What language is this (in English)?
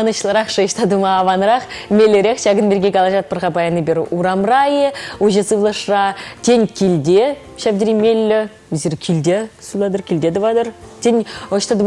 Chuvash